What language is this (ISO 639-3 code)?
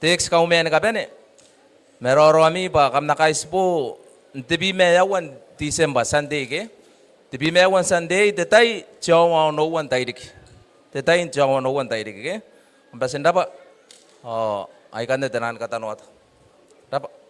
gil